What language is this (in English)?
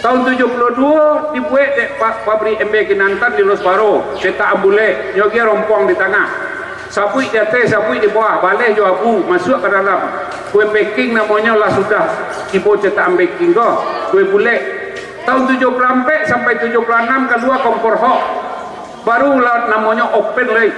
Minangkabau